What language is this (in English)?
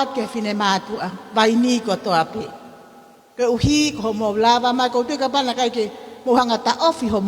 Tongan